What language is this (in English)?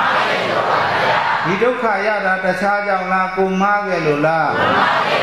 Burmese